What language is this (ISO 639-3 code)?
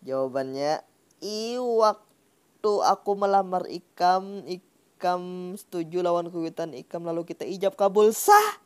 bjn